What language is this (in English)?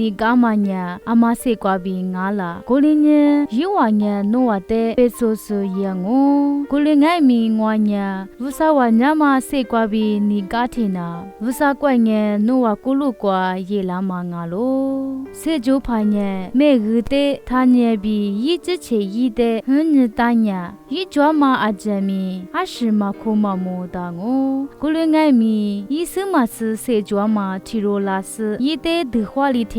Lisu